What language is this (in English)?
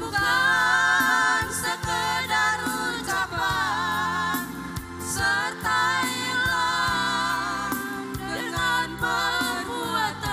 Ambonese Malay